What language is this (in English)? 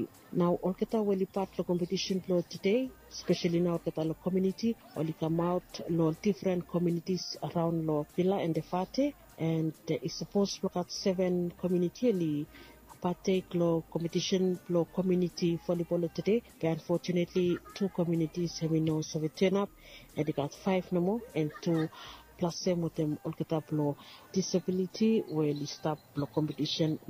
Bislama